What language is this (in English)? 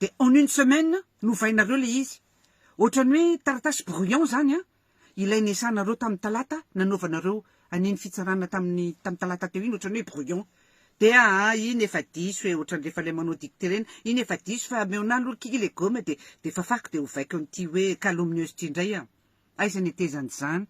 Malagasy